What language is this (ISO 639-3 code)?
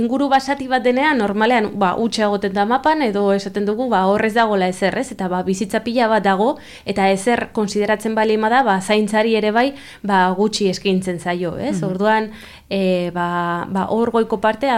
eus